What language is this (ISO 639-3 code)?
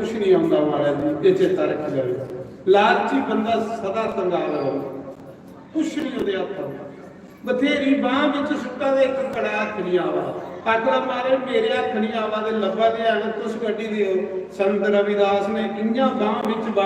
doi